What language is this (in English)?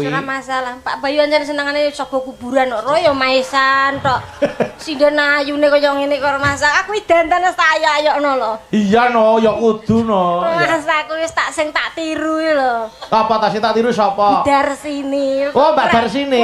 Javanese